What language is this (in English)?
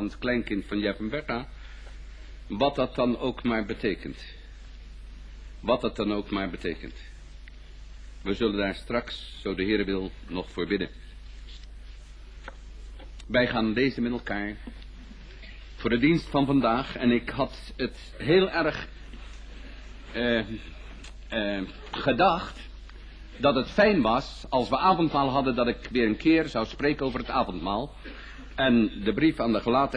Dutch